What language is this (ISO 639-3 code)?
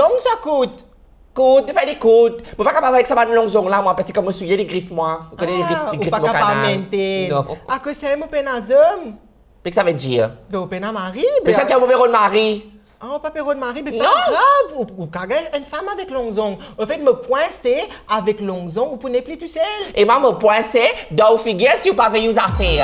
mfe